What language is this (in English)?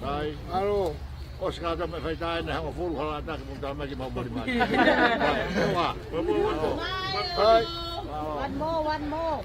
Tongan